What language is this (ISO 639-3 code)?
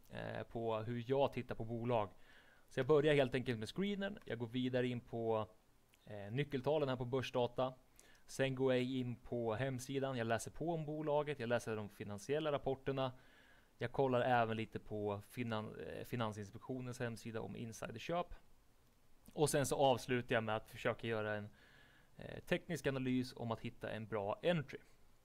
swe